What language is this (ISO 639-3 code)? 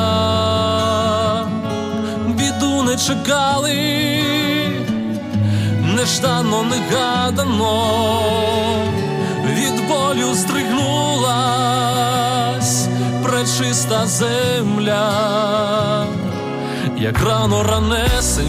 ukr